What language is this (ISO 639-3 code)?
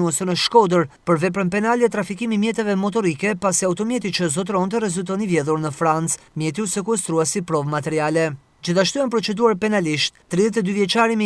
sqi